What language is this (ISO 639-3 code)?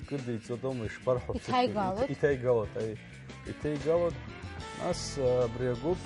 abk